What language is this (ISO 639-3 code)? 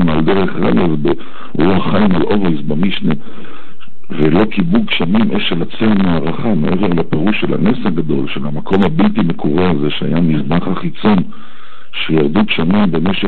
heb